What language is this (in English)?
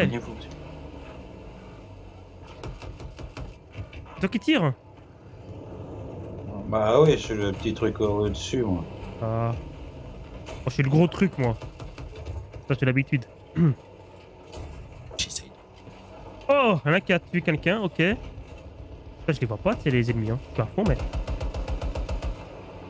French